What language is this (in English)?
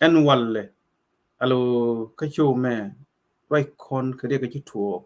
Nuer